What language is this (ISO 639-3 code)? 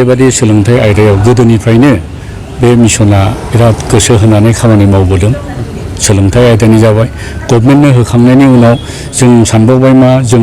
brx